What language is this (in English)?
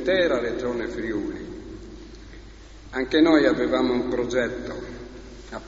Italian